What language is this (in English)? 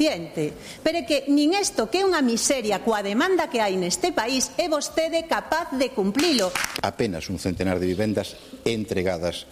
Galician